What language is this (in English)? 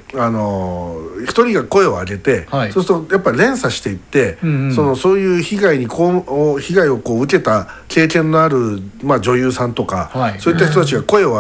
Japanese